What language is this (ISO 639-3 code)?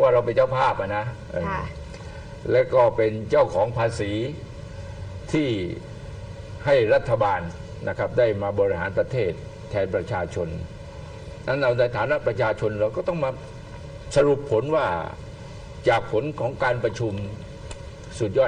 tha